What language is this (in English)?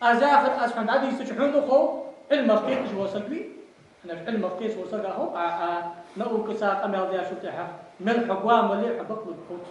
Ingush